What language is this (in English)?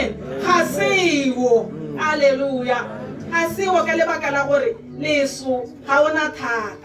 Tswana